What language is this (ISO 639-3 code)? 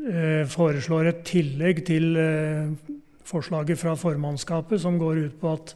nor